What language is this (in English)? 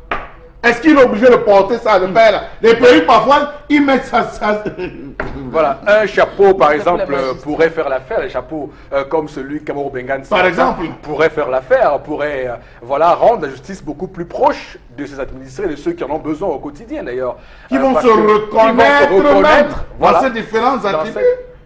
French